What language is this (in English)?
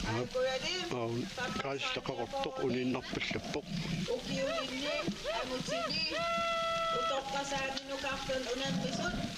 Kalaallisut